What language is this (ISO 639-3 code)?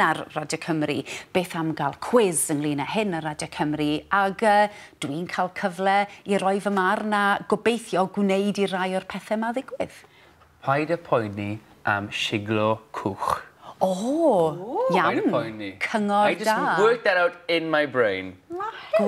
cym